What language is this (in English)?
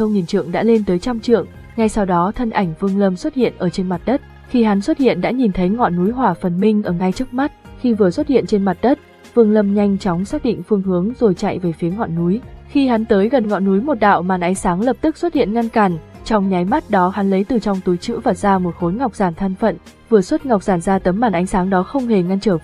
Vietnamese